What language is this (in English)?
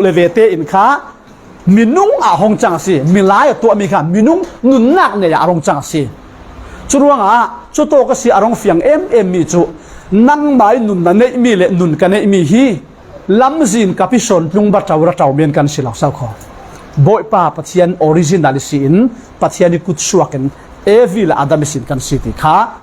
Falam Chin